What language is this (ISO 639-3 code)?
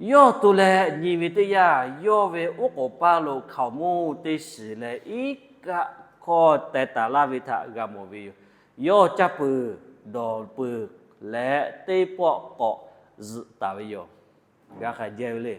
lhu